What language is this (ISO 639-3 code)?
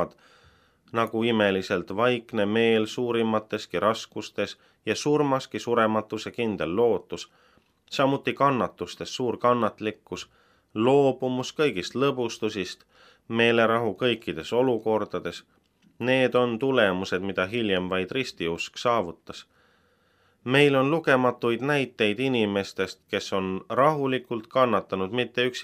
est